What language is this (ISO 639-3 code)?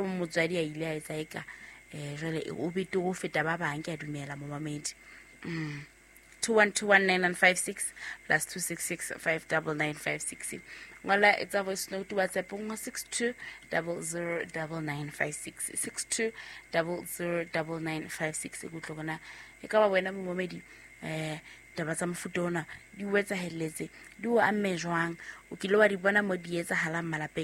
sot